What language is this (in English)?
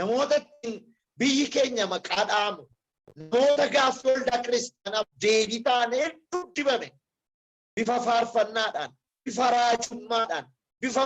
Oromo